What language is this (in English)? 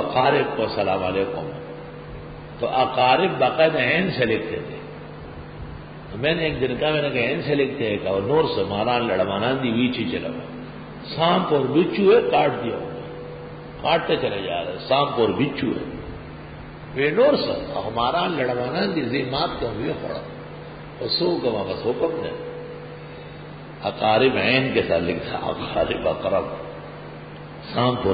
Urdu